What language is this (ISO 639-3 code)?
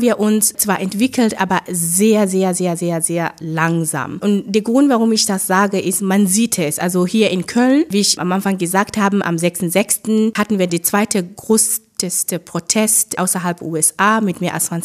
deu